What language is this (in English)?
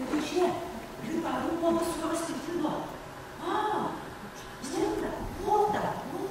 Yakut